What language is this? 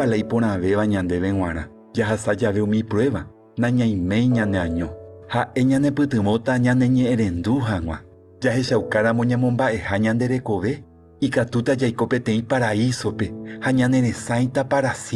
Guarani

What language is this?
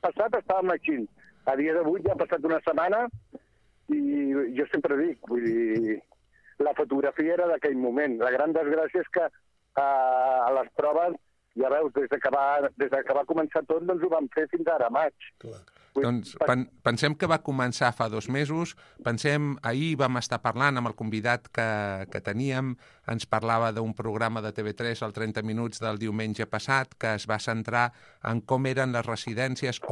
Catalan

